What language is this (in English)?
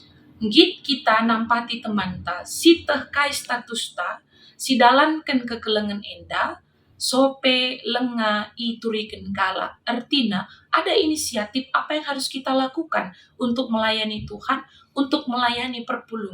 Batak Karo